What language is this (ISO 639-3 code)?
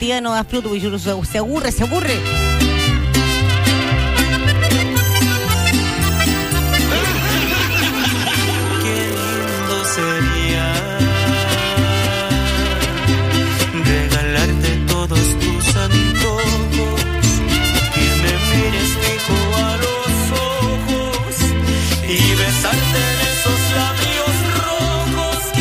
spa